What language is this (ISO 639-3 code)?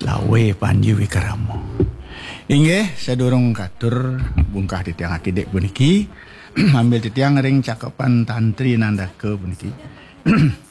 ban